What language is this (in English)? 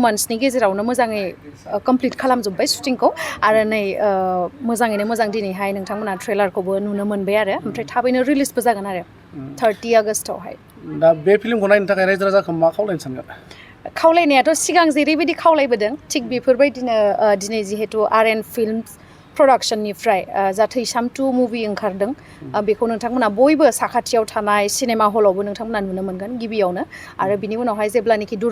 Bodo